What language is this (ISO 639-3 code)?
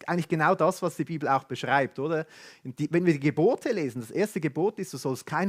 gsw